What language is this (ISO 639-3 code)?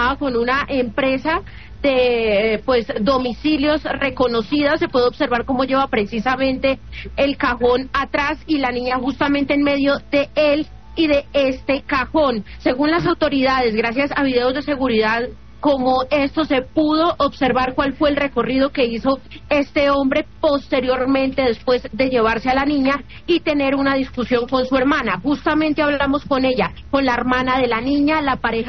spa